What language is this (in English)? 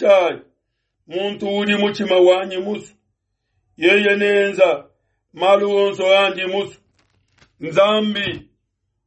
Luba-Lulua